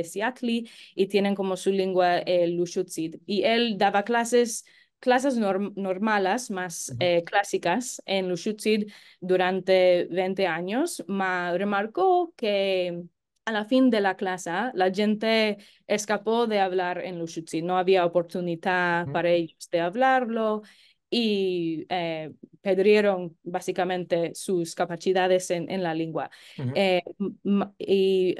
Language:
Ladino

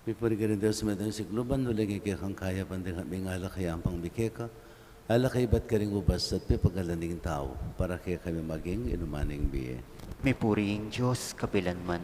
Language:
Pampanga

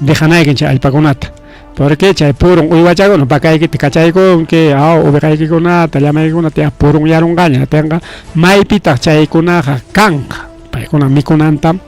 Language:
Ayacucho Quechua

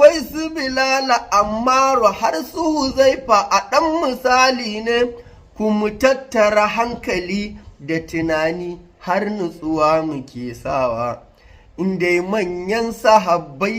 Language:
Hausa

